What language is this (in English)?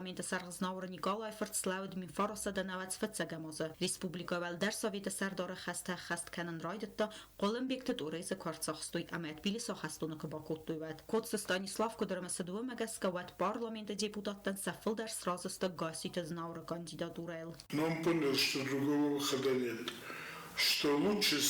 Ossetic